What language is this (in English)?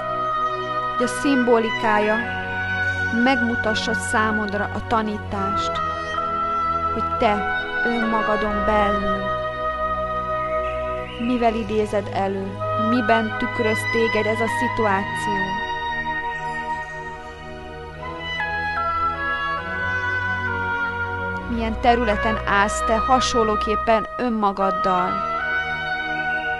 Hungarian